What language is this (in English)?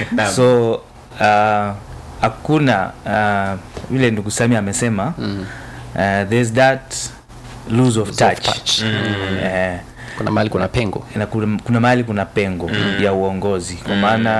Swahili